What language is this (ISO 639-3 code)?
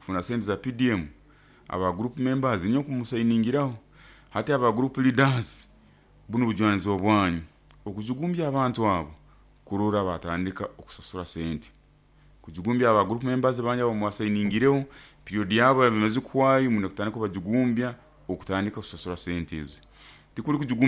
nyo